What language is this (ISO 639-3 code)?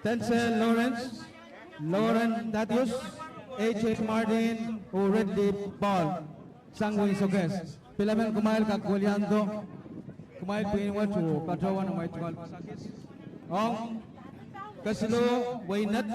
pon